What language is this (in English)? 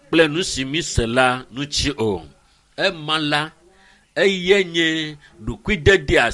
Ewe